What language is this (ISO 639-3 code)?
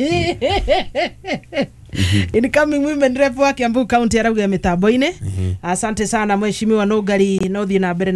kik